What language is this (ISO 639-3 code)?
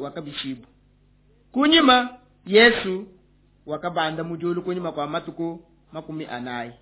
lua